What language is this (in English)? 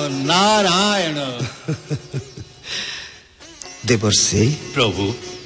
Odia